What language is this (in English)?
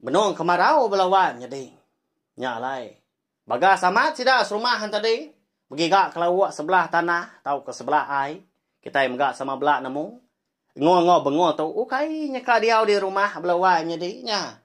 Iban